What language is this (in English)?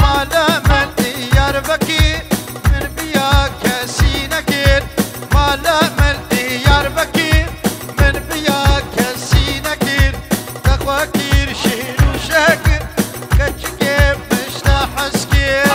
Kurdish